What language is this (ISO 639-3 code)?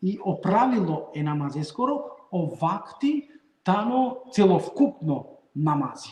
rmn